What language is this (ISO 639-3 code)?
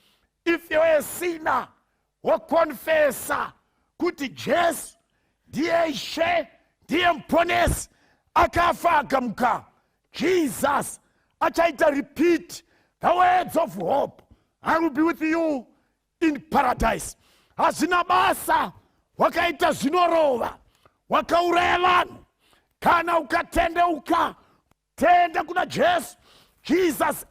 sna